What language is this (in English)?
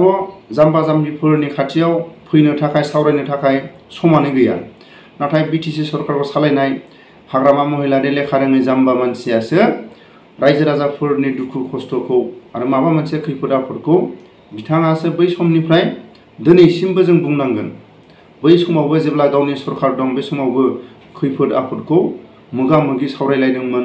Bodo